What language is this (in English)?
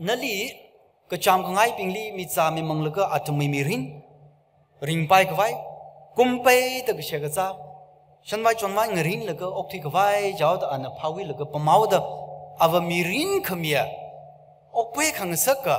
Tangkhul Naga (India)